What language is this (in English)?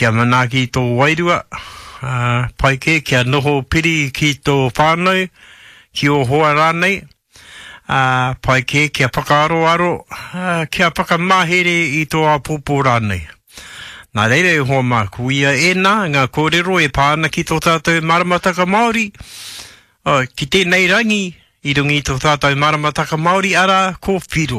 Māori